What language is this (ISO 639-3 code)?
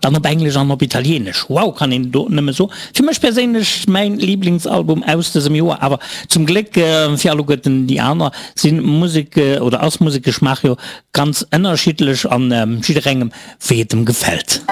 ltz